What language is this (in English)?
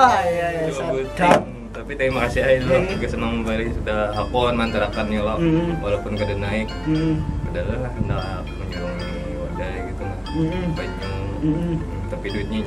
Banjar